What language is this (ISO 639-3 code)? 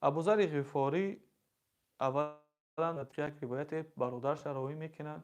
tgk